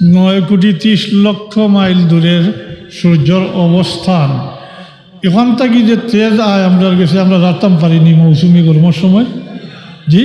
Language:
Sylheti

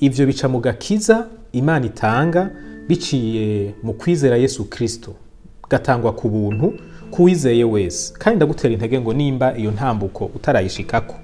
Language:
Rundi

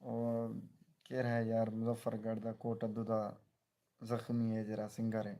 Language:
Saraiki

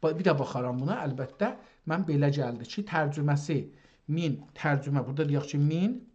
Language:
South Azerbaijani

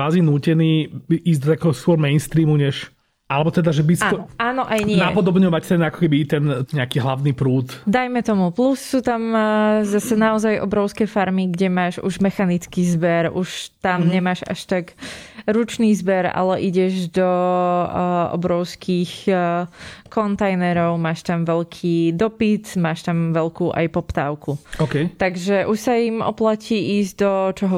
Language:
Slovak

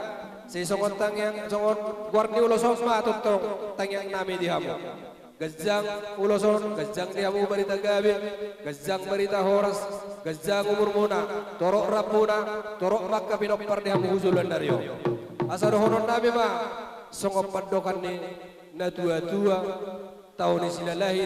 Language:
Batak Toba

